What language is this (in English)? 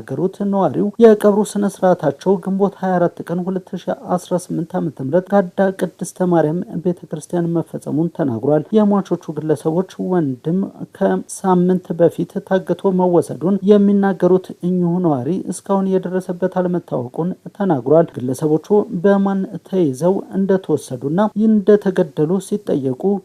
Amharic